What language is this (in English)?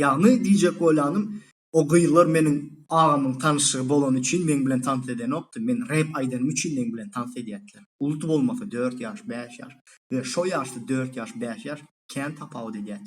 Turkmen